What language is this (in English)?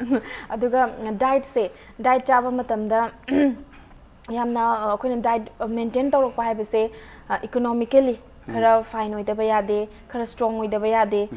Manipuri